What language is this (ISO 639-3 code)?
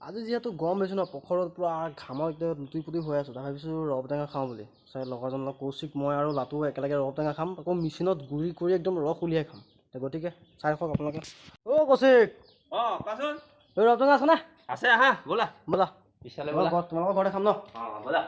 asm